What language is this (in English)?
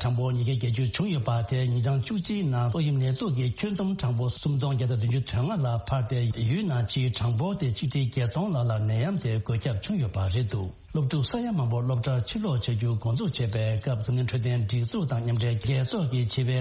Tibetan